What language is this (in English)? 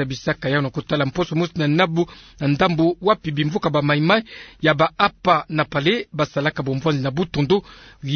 Kituba (Democratic Republic of Congo)